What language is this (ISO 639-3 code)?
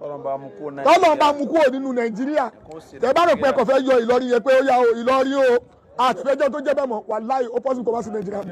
yor